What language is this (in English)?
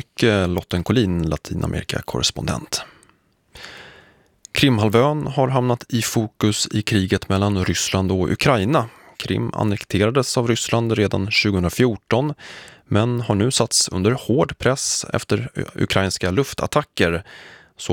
Swedish